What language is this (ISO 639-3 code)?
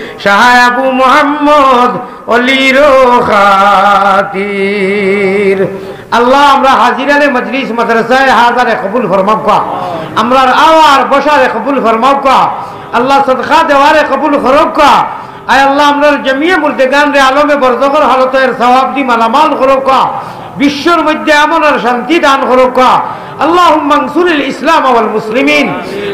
syl